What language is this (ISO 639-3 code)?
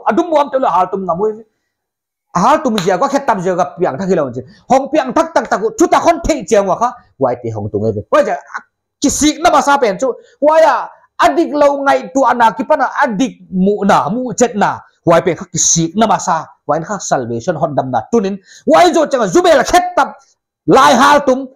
pck